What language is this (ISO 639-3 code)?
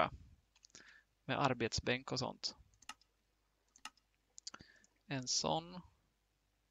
swe